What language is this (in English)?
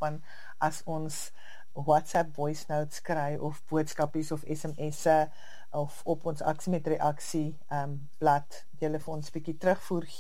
Afrikaans